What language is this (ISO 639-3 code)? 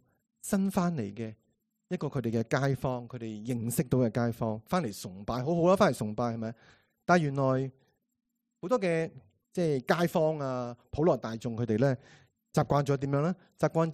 yue